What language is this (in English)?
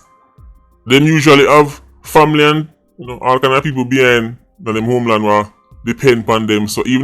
Jamaican Creole English